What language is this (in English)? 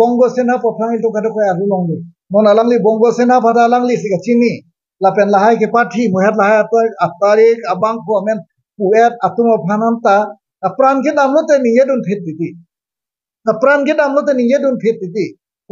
Karbi